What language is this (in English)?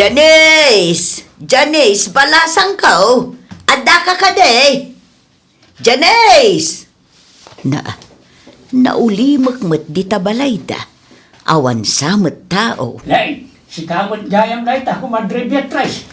Iloko